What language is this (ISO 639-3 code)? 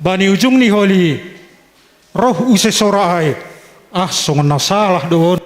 bts